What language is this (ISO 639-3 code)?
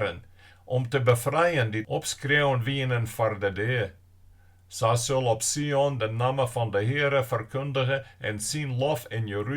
fry